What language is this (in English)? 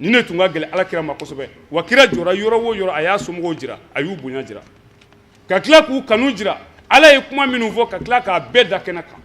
Bambara